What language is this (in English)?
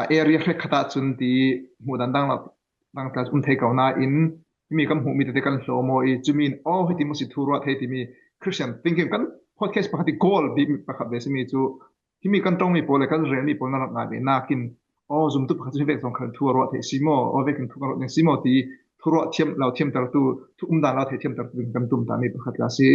Falam Chin